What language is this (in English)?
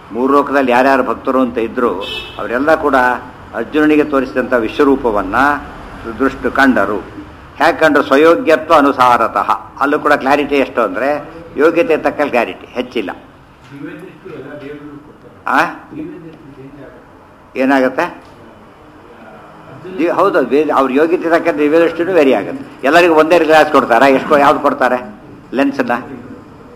Kannada